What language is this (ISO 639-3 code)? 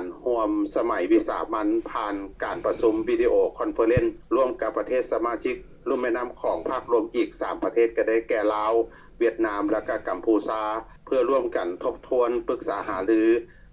lao